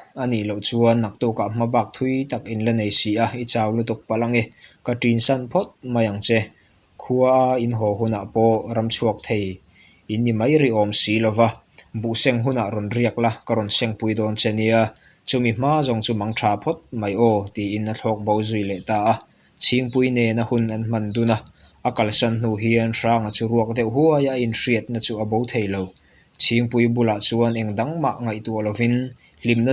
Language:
Mizo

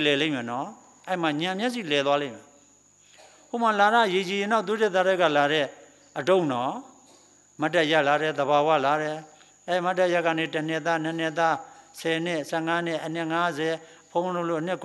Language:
Burmese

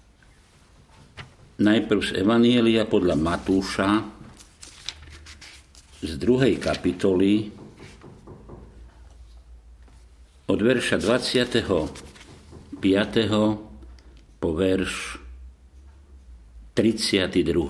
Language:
Slovak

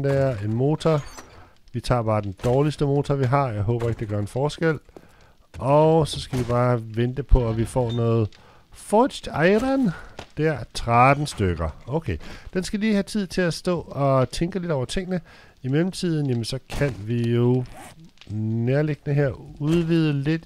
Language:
Danish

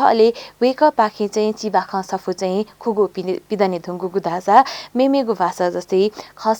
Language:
Newari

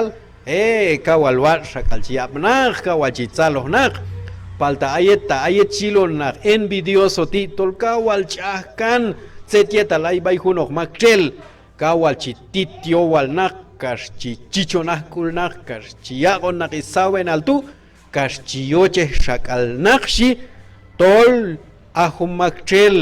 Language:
Q'anjob'al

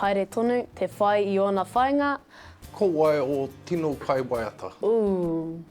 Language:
Māori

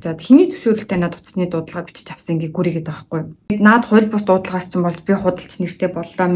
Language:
Mongolian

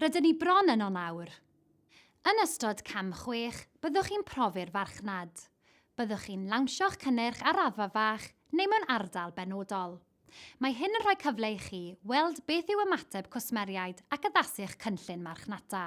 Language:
Welsh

